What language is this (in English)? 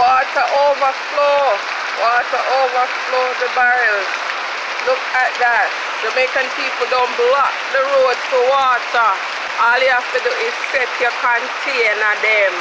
Jamaican Creole English